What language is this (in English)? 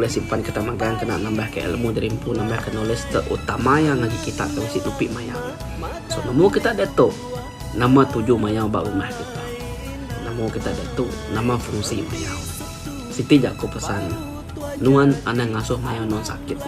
Iban